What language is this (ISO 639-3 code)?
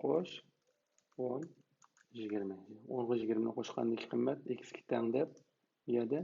uig